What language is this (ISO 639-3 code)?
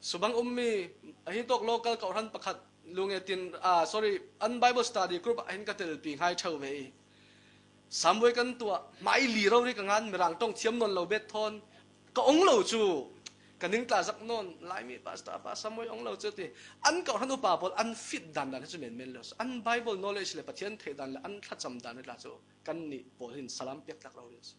cfm